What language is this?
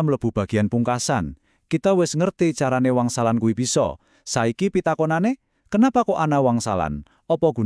Javanese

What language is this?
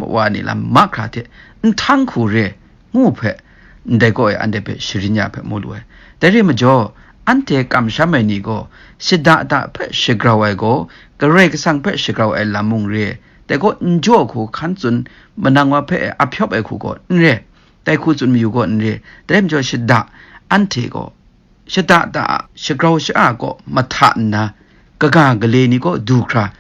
Kachin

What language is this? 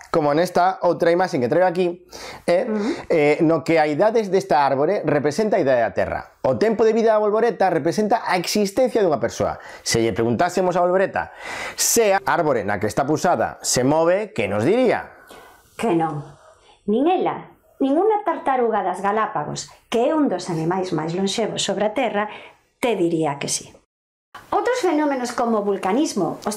Galician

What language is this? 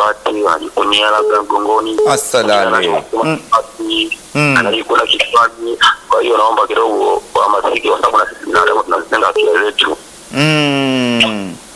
Swahili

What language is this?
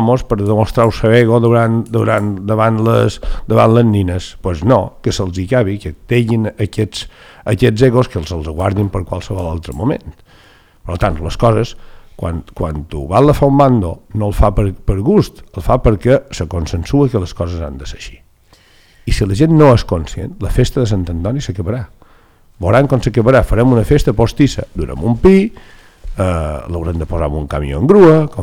Catalan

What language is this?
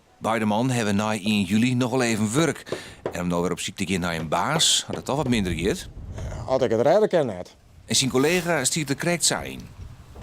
Western Frisian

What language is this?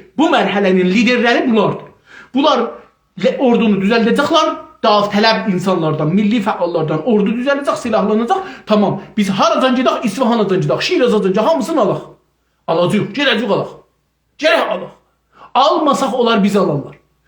South Azerbaijani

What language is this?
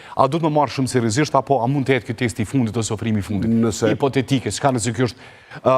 Albanian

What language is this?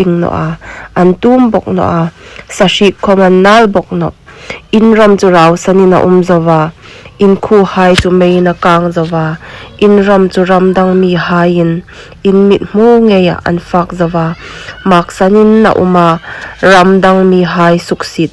Hmar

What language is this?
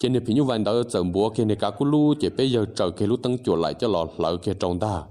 Hmong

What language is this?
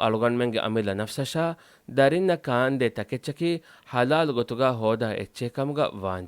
Divehi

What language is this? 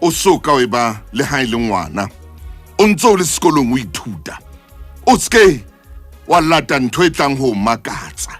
Southern Sotho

